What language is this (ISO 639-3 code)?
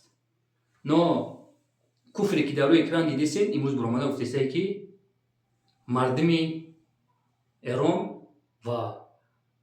tgk